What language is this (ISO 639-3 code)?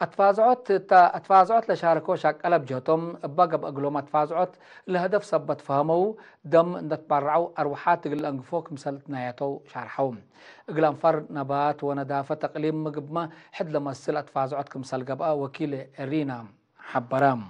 tig